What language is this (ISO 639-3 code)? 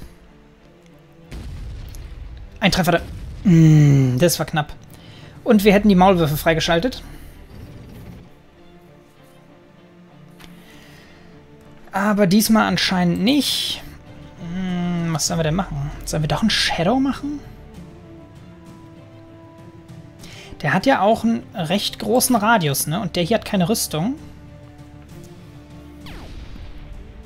deu